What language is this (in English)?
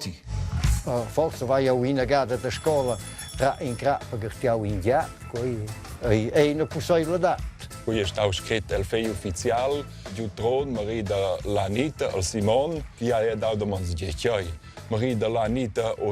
Romansh